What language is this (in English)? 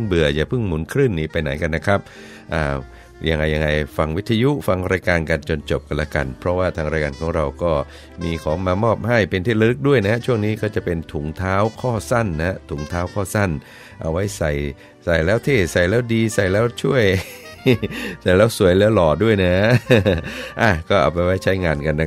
Thai